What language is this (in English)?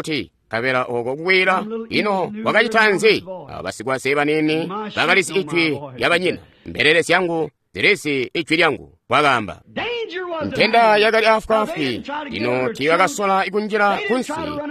Tonga (Zambia)